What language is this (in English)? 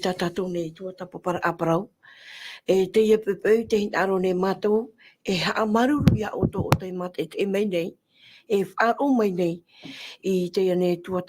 Tahitian